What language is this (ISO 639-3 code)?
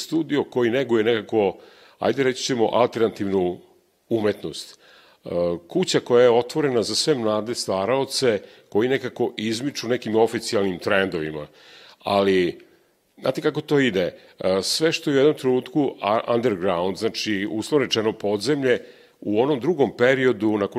srp